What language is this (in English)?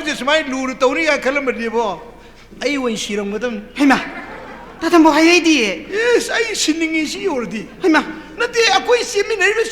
Manipuri